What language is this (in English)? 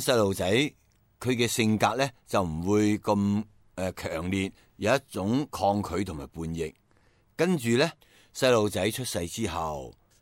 Cantonese